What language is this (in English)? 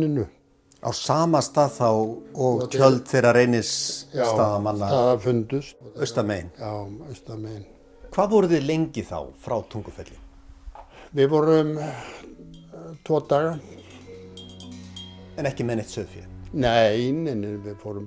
Icelandic